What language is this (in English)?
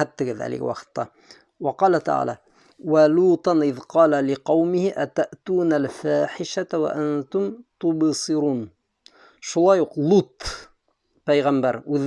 Bashkir